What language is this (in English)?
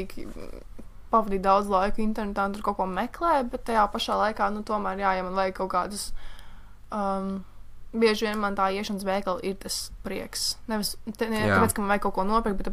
Latvian